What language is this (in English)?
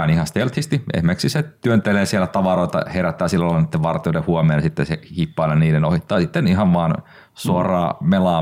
Finnish